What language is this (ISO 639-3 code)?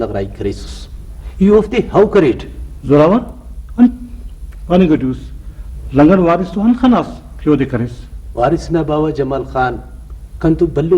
brh